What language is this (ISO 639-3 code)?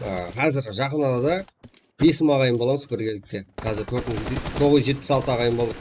kaa